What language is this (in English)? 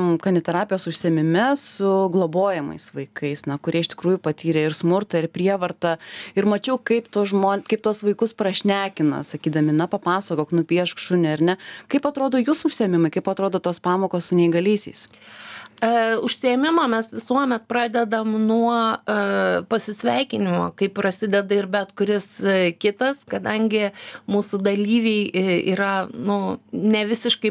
Lithuanian